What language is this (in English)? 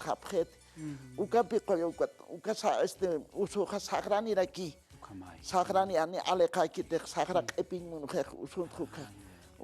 Aymara